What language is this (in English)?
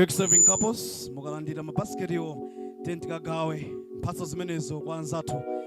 Nyanja